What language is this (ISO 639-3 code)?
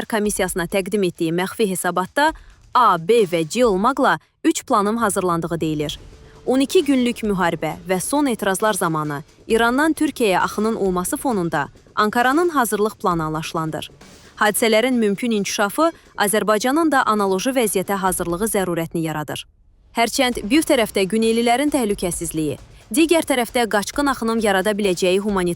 aze